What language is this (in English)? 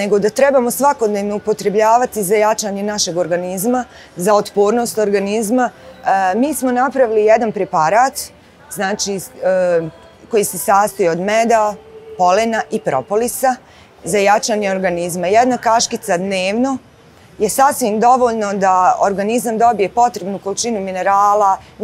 Bosnian